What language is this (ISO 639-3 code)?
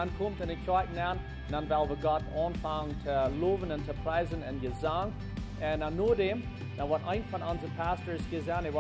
pdt